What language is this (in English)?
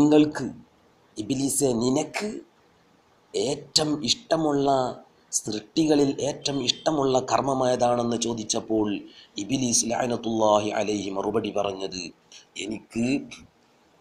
Malayalam